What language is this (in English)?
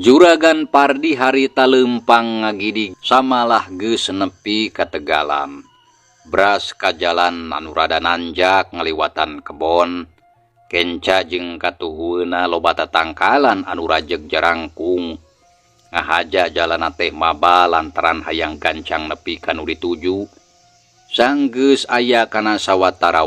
Sundanese